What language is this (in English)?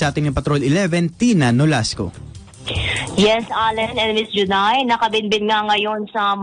Filipino